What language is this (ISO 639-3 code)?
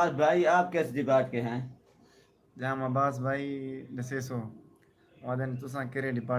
skr